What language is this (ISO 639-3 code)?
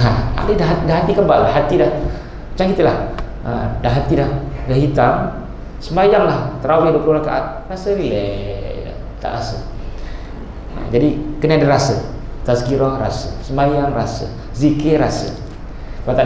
msa